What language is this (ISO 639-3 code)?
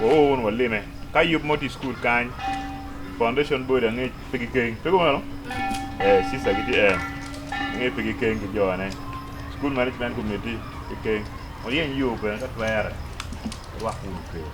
ach